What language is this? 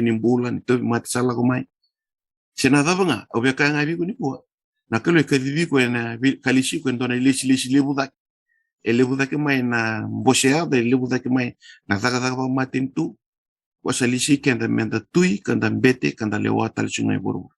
Fijian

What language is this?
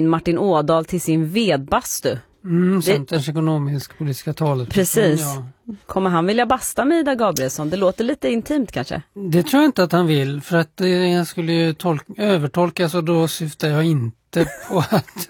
Swedish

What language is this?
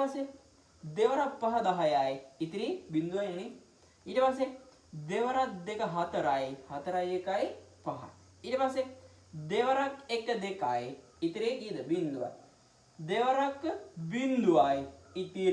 Sinhala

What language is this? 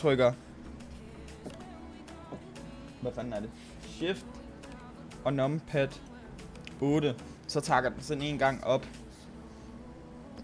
Danish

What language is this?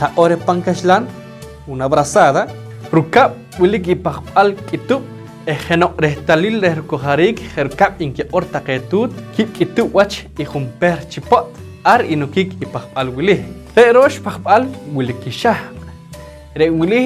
Poqomchi'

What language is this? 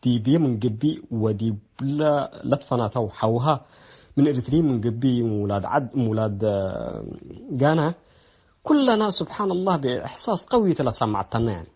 Tigre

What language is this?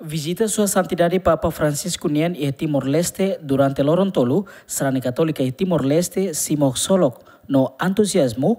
Tetum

